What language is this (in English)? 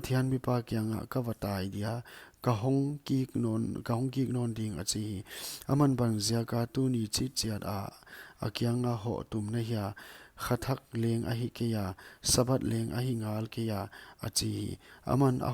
Paite Chin